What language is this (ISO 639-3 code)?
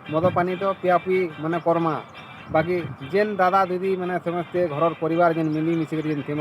spv